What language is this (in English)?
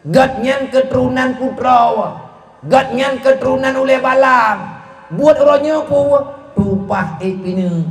Achinese